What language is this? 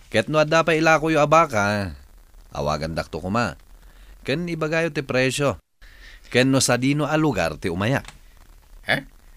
Iloko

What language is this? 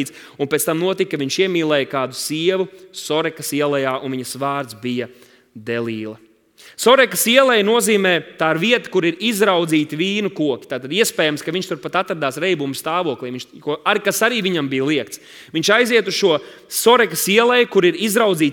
Latvian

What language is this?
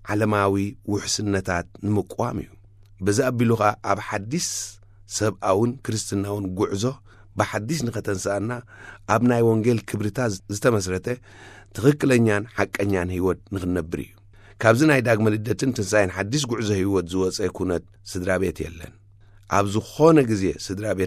Tigrinya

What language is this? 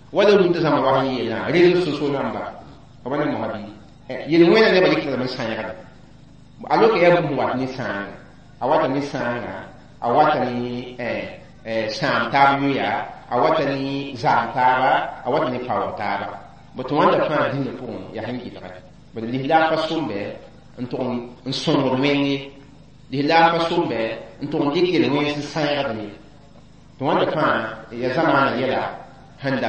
Mossi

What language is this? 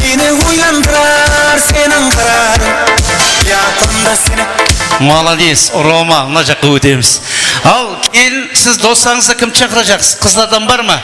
Kara-Kalpak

